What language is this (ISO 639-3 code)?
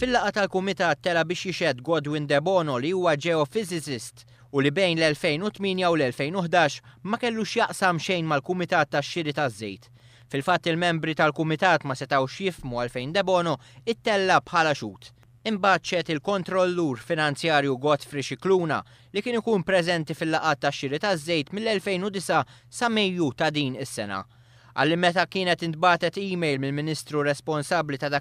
mlt